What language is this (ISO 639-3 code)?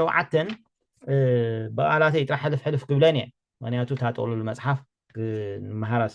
tir